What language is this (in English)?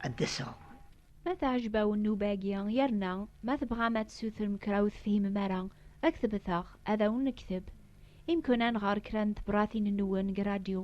Kabyle